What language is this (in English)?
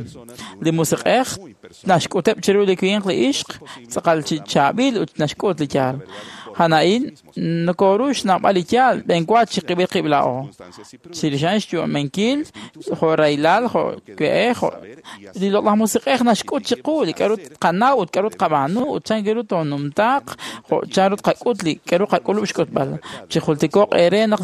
Kekchí